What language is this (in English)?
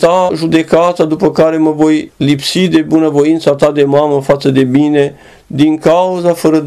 Romanian